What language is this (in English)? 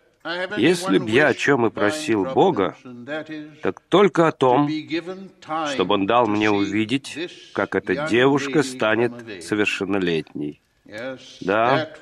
Russian